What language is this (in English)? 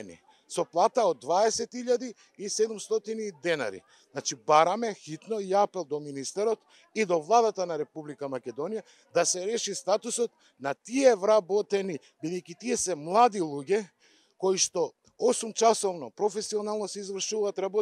Macedonian